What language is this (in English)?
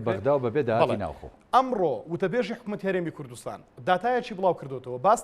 Central Kurdish